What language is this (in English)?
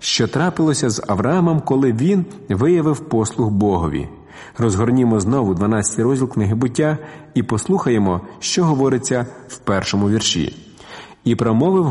Ukrainian